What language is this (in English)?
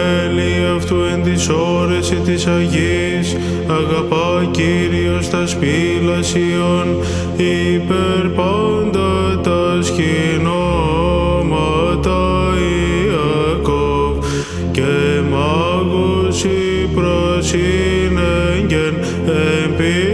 Greek